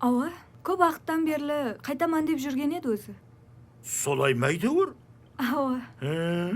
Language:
Kara-Kalpak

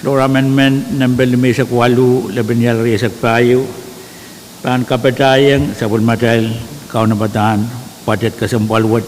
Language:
Pohnpeian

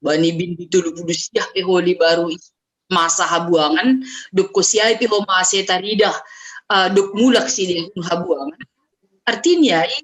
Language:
Batak Simalungun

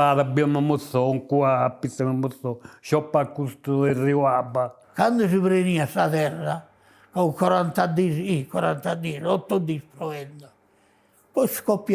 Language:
Sardinian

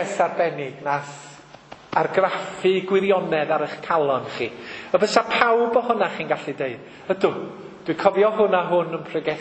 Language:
Welsh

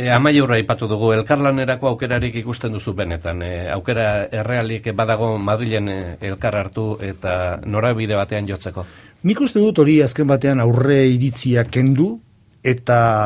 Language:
Basque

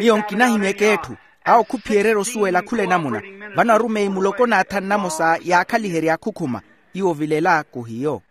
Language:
Makhuwa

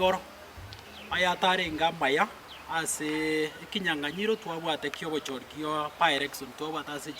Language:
Gusii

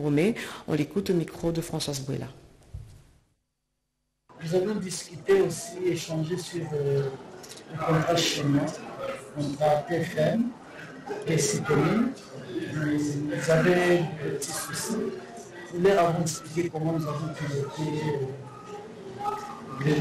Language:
French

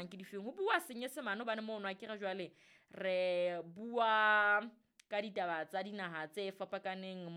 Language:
Southern Sotho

